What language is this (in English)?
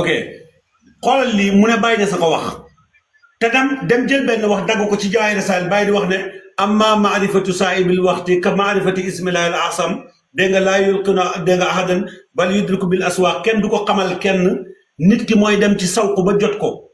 Wolof